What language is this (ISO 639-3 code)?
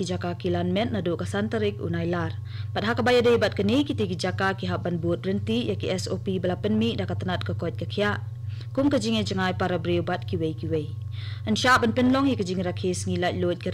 kha